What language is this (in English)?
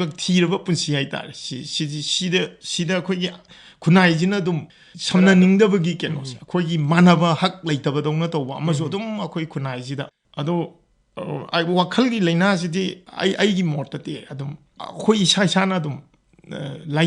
Manipuri